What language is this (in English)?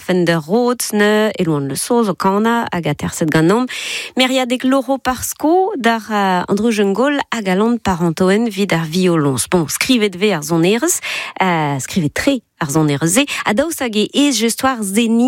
Breton